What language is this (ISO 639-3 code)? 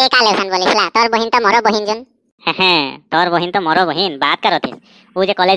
sck